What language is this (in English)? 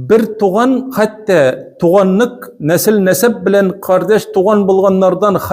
Tatar